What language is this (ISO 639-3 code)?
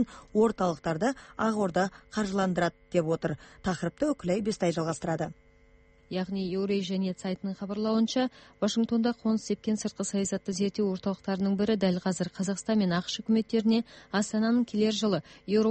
kaz